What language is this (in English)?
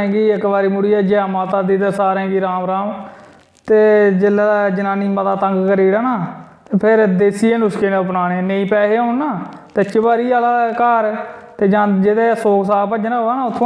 Dogri